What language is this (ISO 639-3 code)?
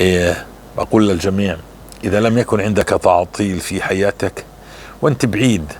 apc